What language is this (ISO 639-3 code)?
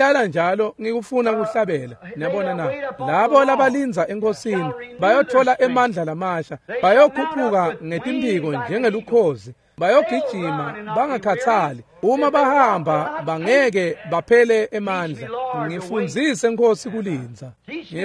ssw